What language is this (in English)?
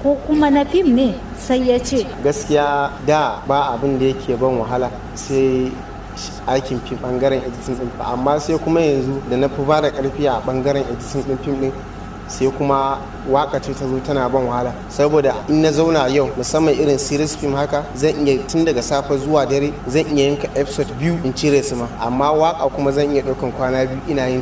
Hausa